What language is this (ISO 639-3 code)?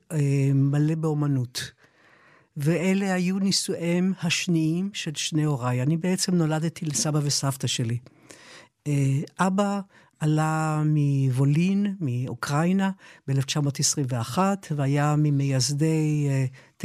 heb